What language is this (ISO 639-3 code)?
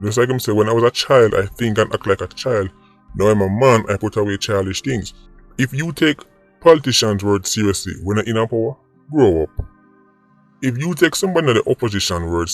jam